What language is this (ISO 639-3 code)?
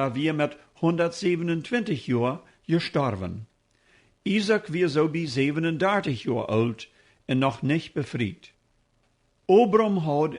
pdt